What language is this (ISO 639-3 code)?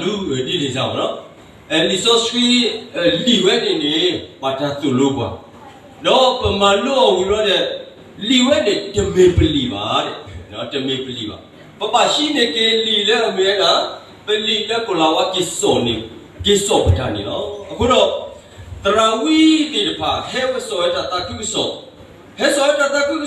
ksw